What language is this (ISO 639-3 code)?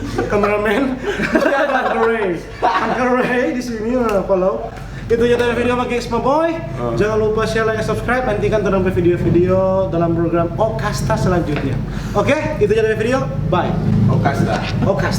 xmm